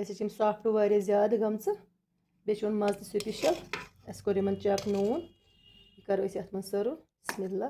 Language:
Kashmiri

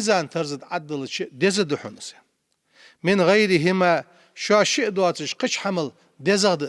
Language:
Ingush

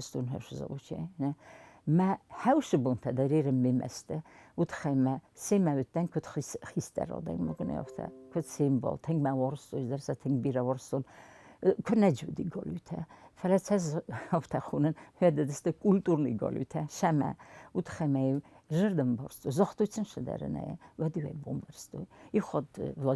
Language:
Ossetic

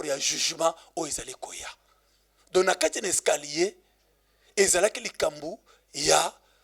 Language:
Lingala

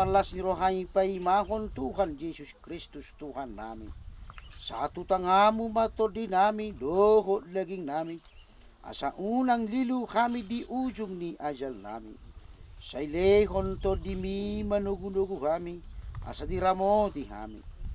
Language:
Batak Toba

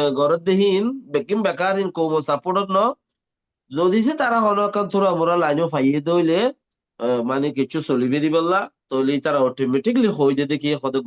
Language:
Rohingya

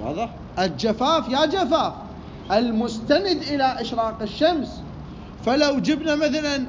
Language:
Mesopotamian Arabic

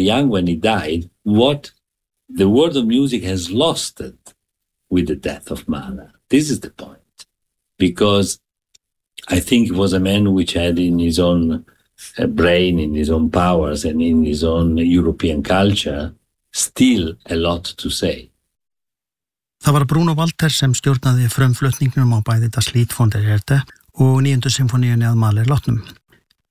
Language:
Icelandic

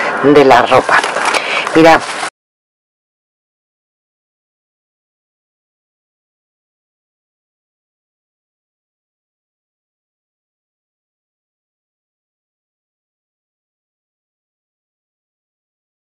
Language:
Spanish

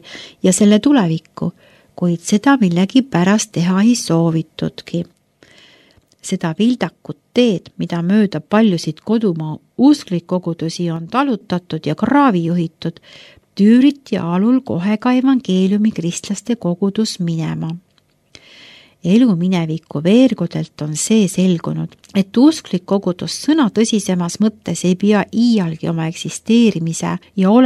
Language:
Estonian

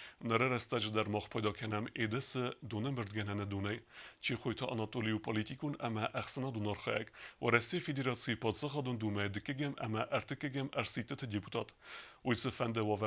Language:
Ossetic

